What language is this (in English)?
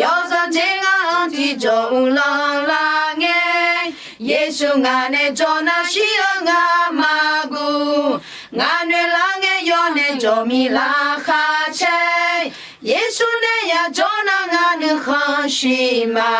Akha